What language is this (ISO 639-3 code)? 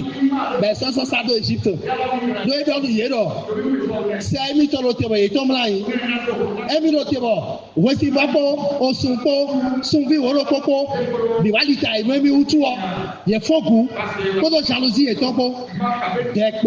fon